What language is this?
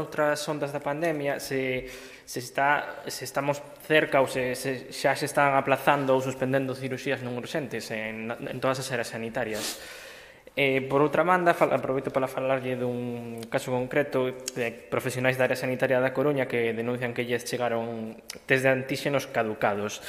Galician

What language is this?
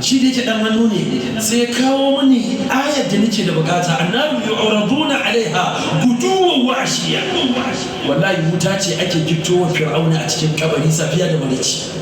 Hausa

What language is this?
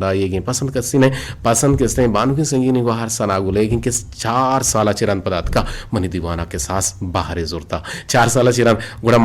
Eastern Balochi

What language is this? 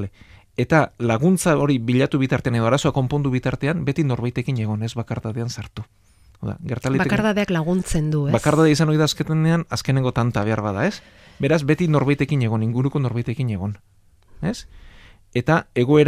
Basque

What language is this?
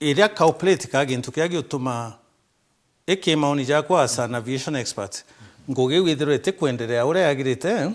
Meru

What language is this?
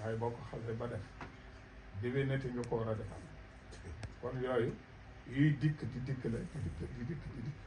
Wolof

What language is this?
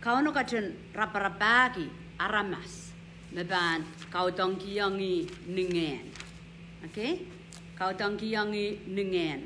Pohnpeian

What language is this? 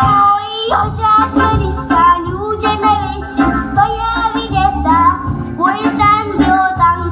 Konkani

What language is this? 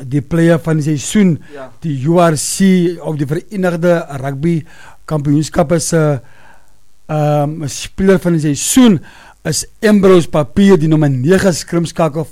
Afrikaans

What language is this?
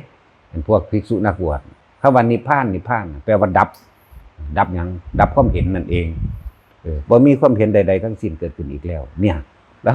Northeastern Thai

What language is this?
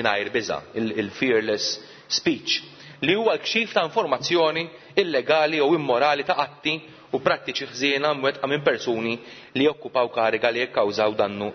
Maltese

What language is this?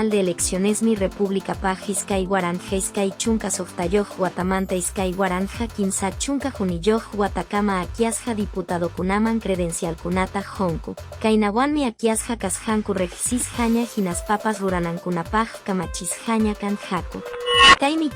Quechua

